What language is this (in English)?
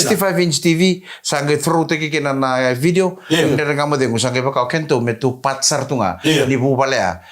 Fijian